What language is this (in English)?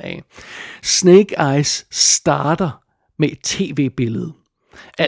Danish